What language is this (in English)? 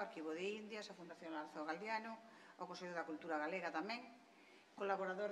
Galician